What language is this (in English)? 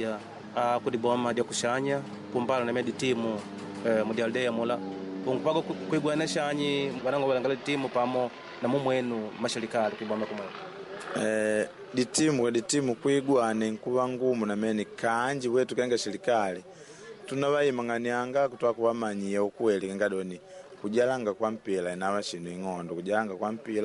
Makonde